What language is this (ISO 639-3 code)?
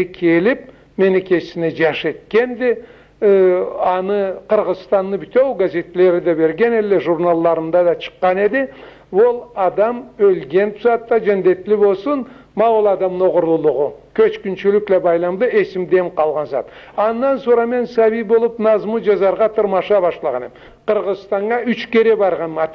krc